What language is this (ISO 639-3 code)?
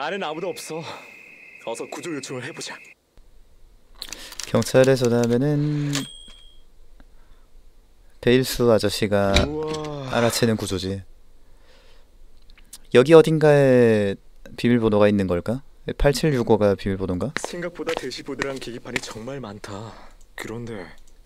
kor